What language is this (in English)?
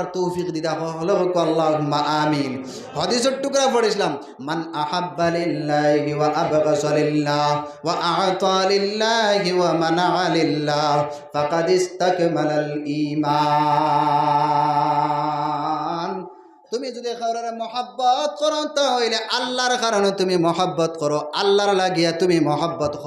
Sylheti